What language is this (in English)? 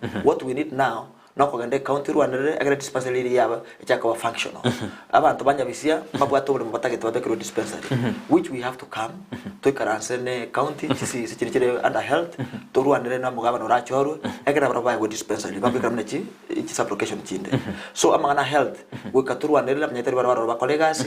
Gusii